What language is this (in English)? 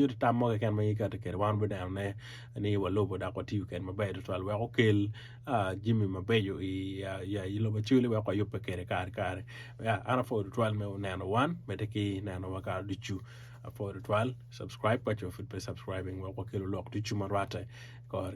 Acoli